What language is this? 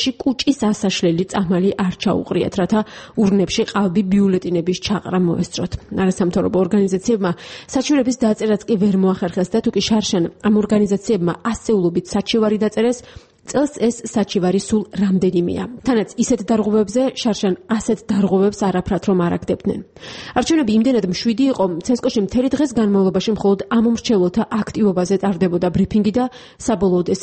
Georgian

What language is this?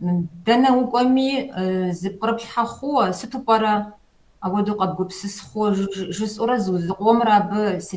Kabardian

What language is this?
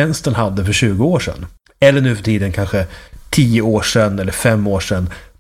Swedish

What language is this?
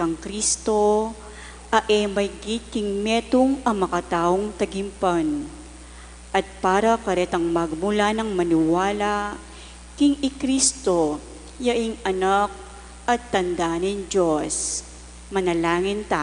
Pampanga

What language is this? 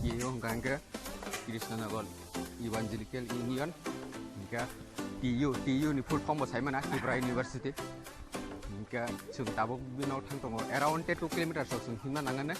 Kok Borok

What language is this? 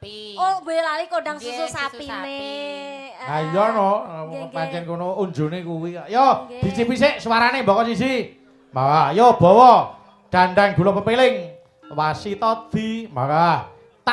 Javanese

